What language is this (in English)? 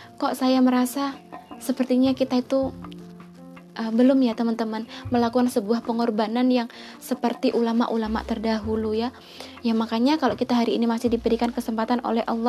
Indonesian